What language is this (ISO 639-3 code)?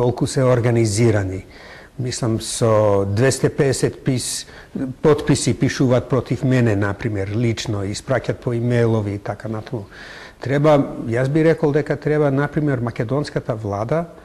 mkd